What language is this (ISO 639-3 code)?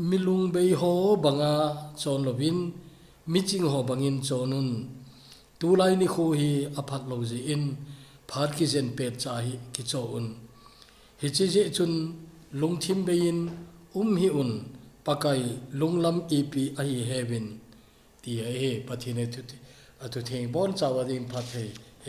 tcz